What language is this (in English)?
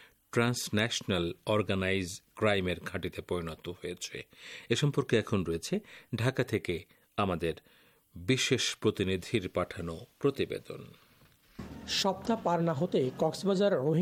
Bangla